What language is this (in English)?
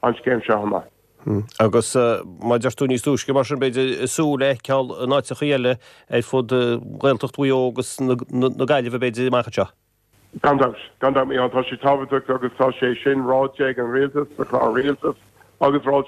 Irish